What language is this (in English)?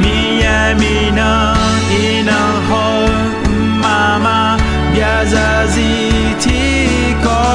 Akha